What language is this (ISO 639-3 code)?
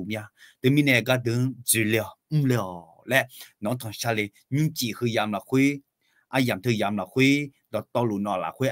ahk